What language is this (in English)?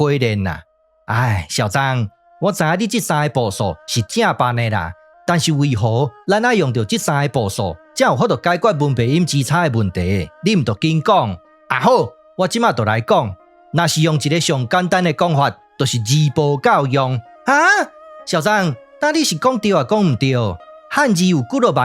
Min Nan Chinese